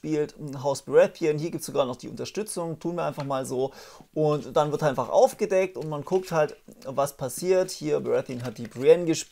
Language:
German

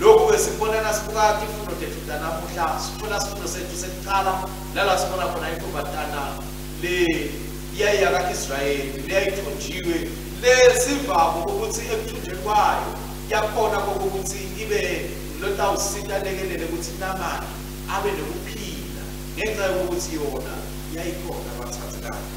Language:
Swati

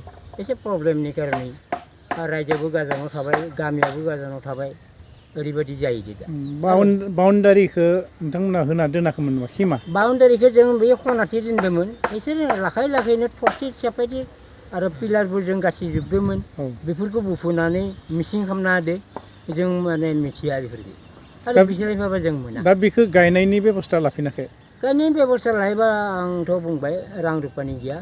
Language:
Bodo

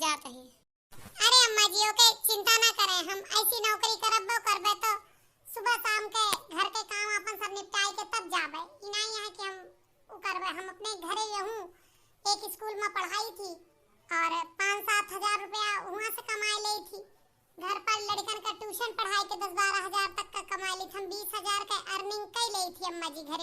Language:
Awadhi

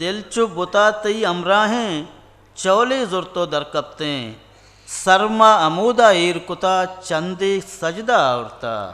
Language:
Eastern Balochi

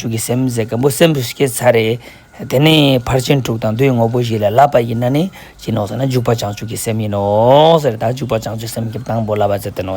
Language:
Ladakhi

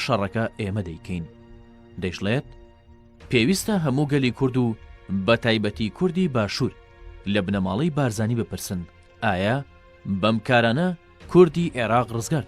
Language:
Central Kurdish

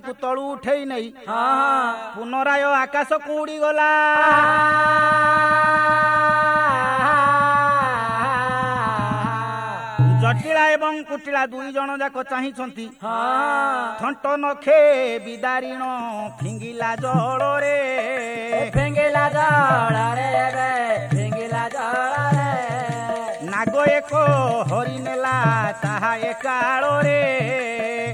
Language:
Odia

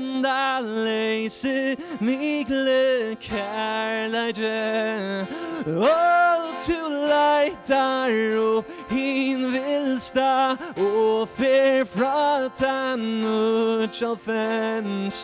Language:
Faroese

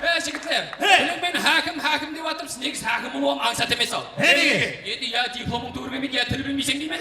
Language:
Kara-Kalpak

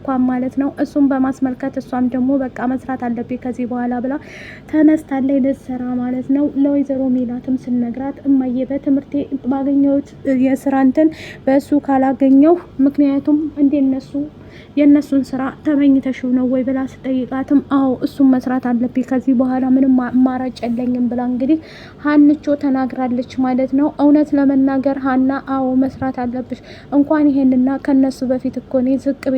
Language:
Amharic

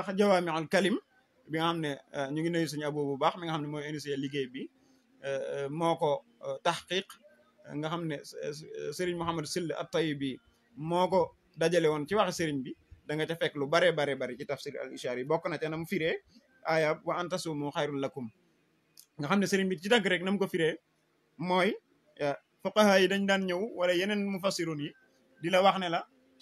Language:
Wolof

